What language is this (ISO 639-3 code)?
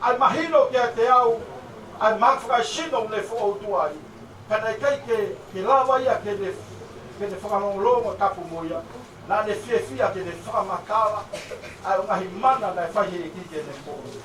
ton